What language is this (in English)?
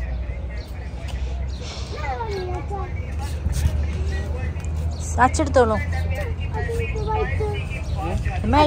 Malayalam